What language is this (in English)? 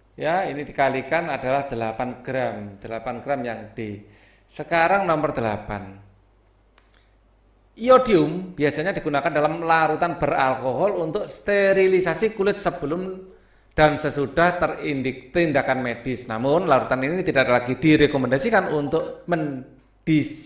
Indonesian